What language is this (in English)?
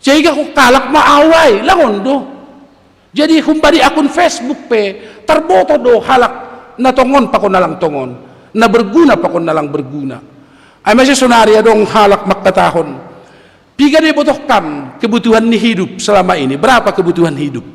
Batak Simalungun